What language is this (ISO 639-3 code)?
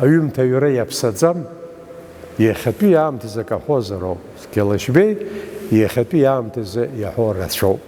abk